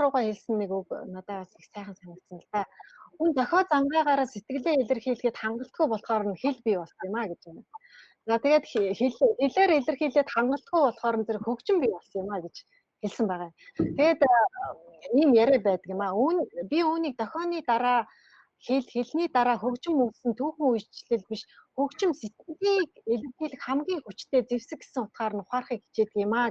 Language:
Mongolian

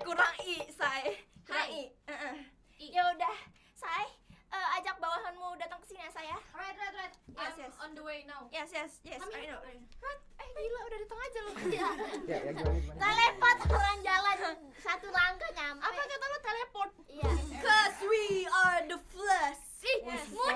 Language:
Betawi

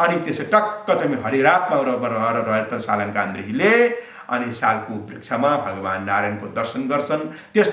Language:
Nepali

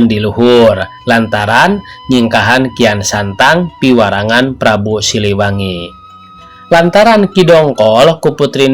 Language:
Sundanese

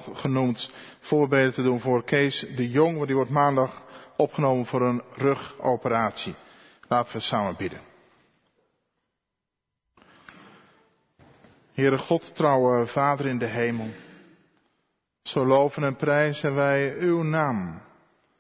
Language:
Dutch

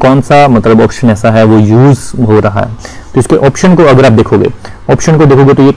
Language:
Hindi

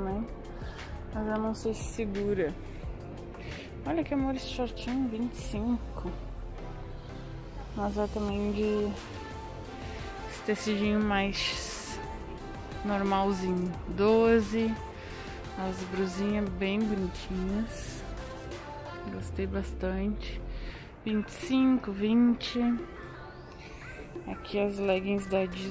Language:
Portuguese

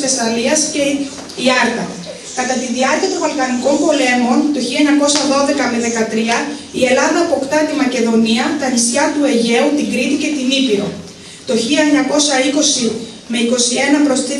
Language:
Greek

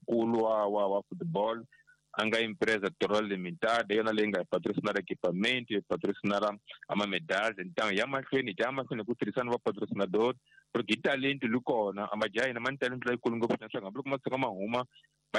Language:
Tsonga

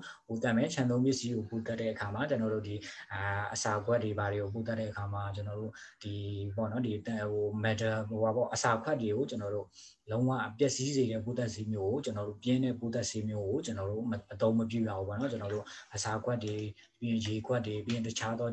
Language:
Burmese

